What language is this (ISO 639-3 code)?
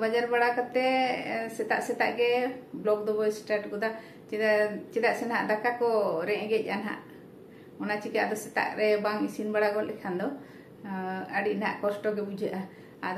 sat